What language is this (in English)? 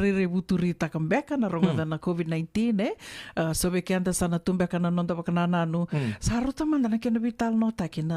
Fijian